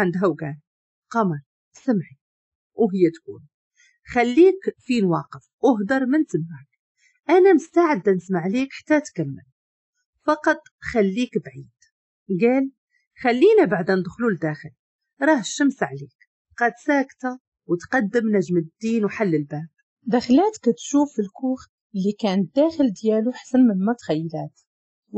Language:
Moroccan Arabic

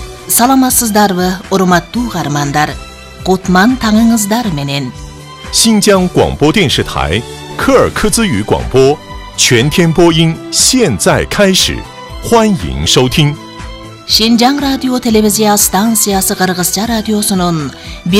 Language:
Kyrgyz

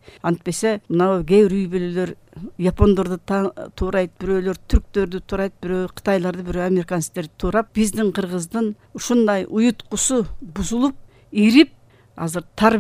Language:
Kyrgyz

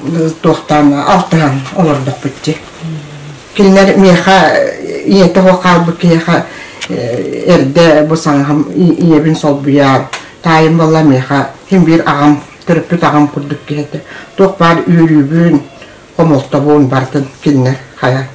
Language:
Yakut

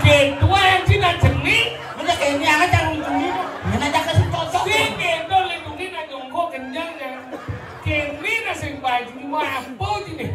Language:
Balinese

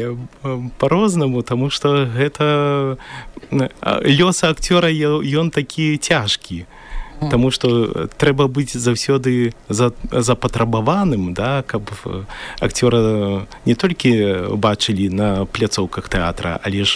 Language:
Belarusian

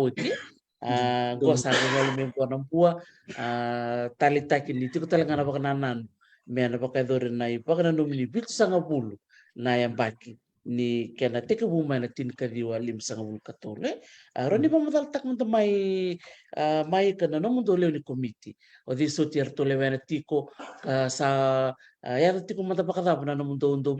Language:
Fijian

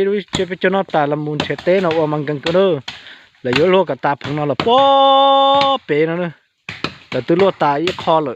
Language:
Hmong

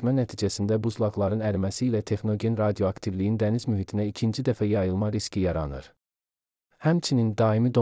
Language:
Azerbaijani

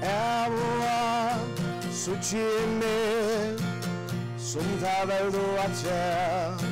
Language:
Faroese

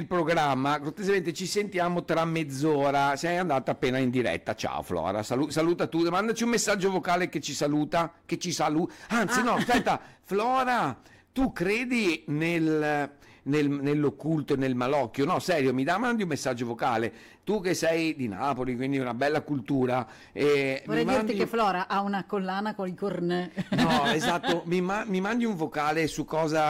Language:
Italian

